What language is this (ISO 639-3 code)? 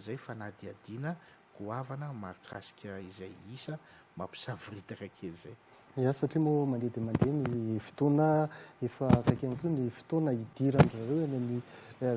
mlg